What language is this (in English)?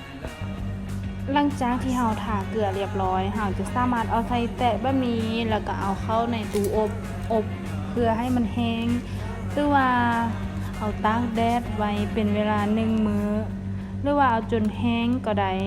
Lao